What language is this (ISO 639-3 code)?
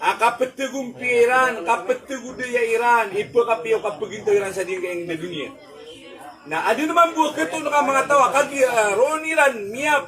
mrw